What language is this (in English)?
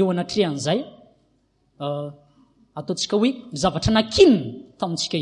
Malagasy